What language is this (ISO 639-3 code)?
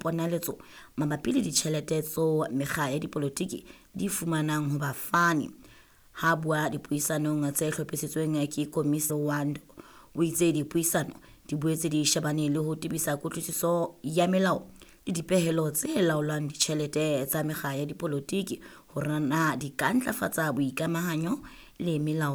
sot